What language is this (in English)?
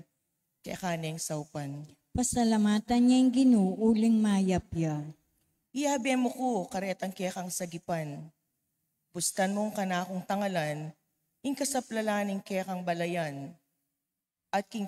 Pampanga